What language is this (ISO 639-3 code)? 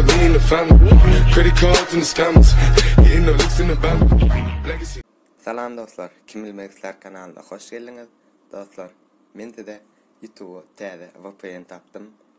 tuk